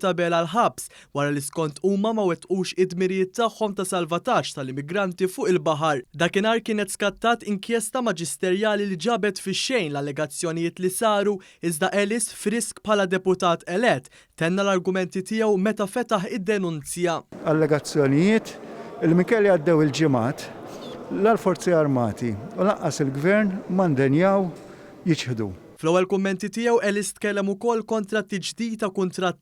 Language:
Maltese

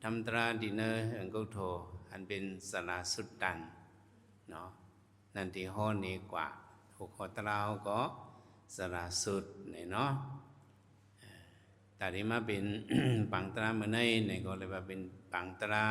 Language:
Shan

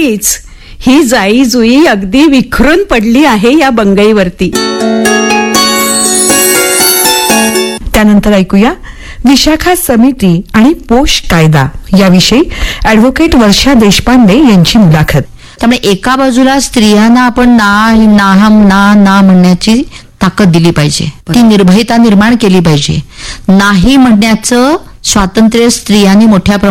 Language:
Marathi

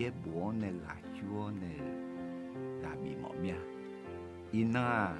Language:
Akha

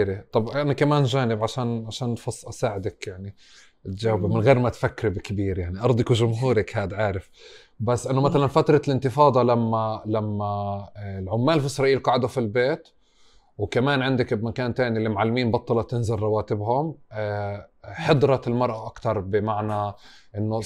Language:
North Levantine Arabic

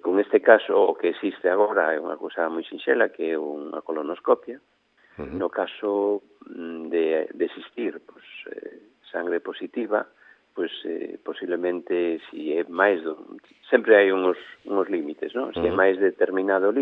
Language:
Galician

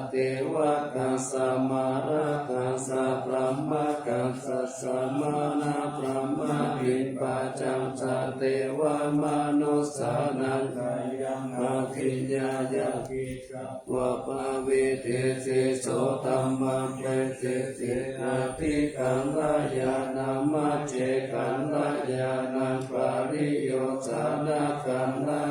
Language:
Pali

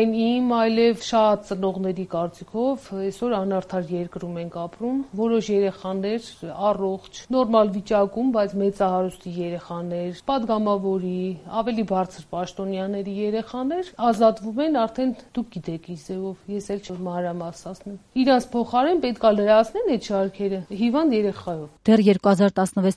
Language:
Armenian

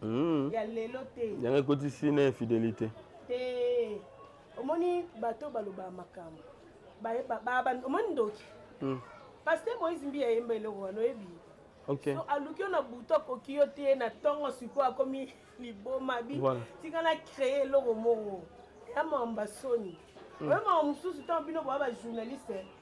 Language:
Lingala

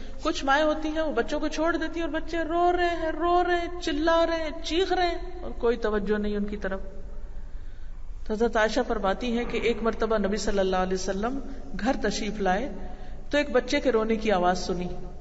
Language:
Urdu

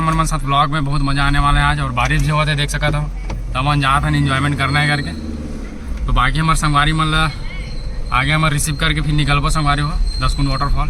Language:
Chhattisgarhi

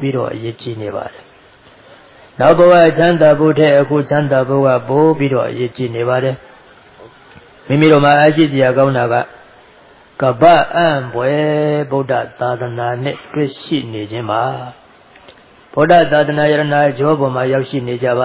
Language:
Burmese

